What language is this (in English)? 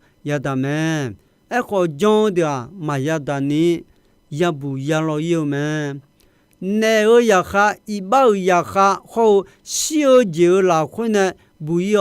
Akha